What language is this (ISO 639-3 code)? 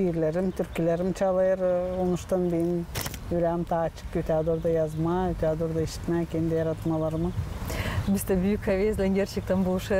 gag